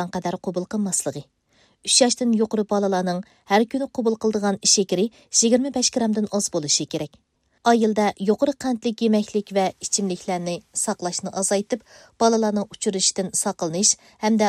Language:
Uyghur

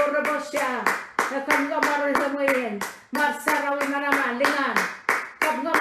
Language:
Pohnpeian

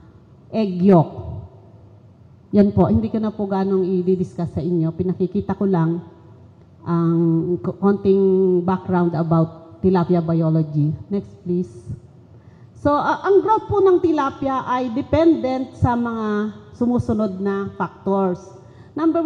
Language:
Filipino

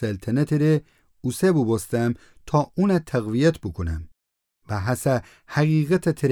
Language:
Gilaki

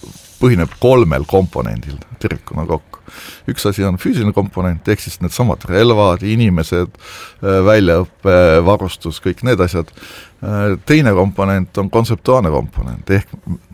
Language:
Estonian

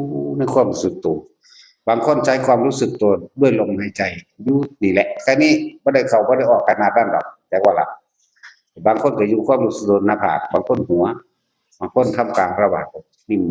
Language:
Northeastern Thai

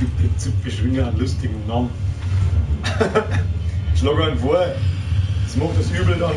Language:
Bavarian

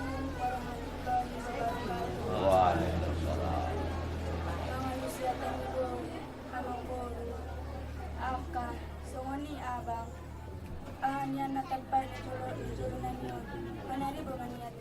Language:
Batak Angkola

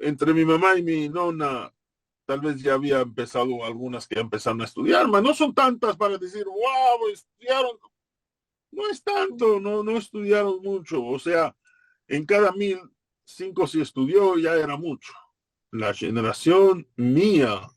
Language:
Ladino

